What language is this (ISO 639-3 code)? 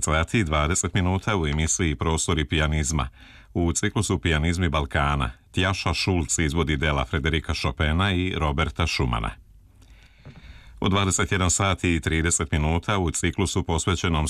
srp